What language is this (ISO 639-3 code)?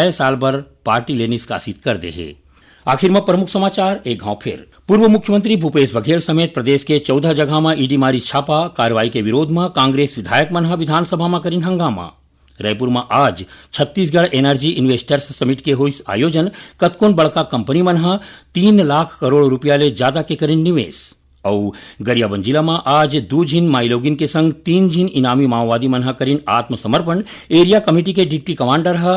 hne